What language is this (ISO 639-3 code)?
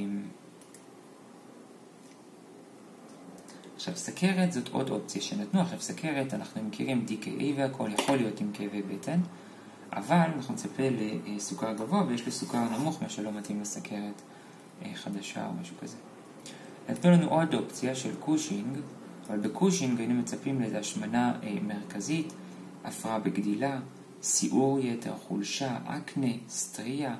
heb